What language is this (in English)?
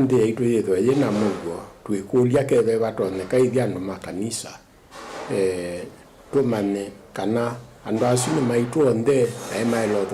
Kamba